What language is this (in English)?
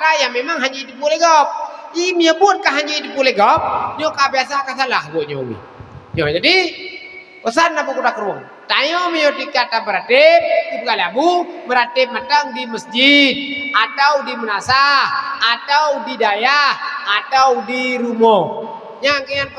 Achinese